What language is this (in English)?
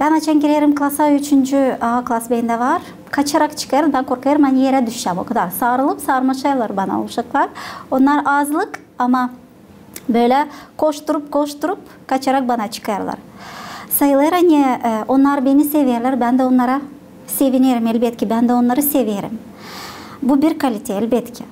Gagauz